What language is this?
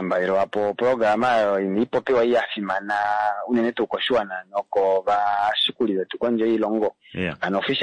Kuanyama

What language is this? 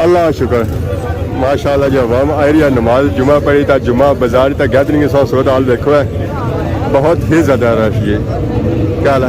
Pahari-Potwari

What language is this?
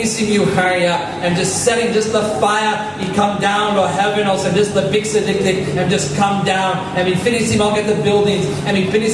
Tok Pisin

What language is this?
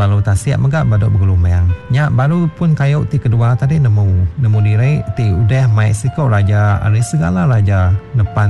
Iban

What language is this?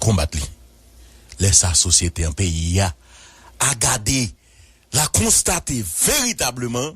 Haitian Creole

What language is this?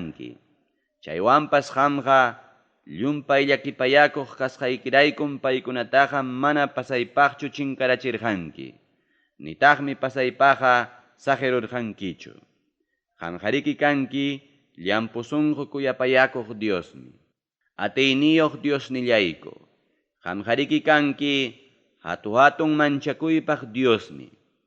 Ayacucho Quechua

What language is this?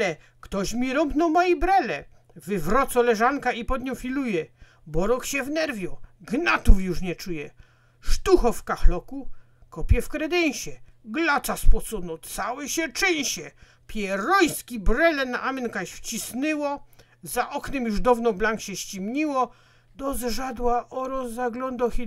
Silesian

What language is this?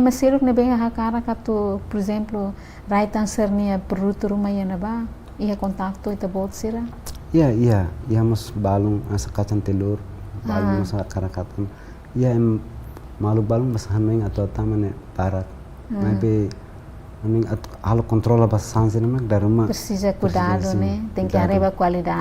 Tetum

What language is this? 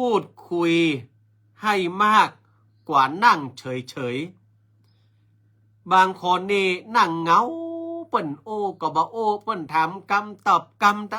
Northern Thai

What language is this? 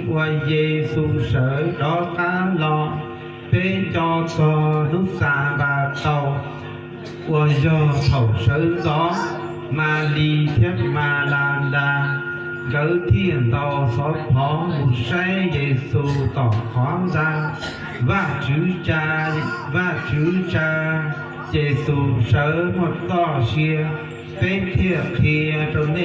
Hmong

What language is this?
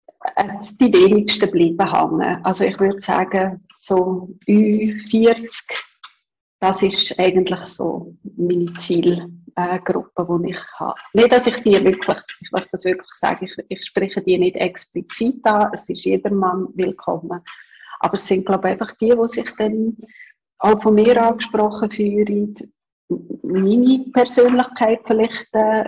German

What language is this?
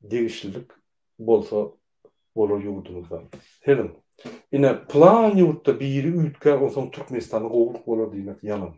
Turkmen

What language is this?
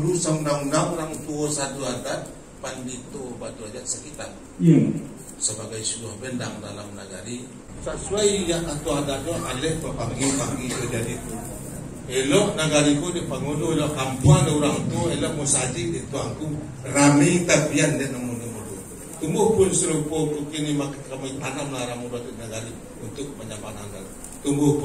Minangkabau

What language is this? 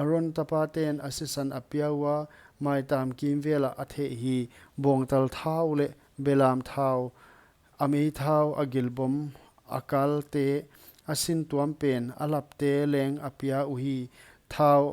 Paite Chin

